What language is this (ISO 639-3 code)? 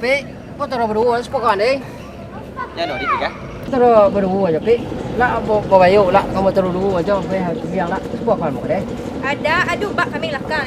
min